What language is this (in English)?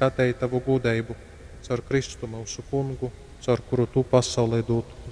Latgalian